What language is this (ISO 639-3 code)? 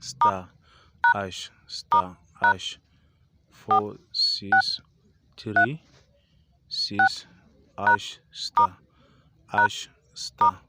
hau